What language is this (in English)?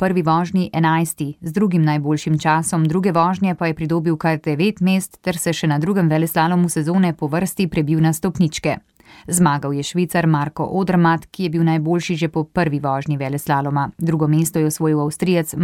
Slovenian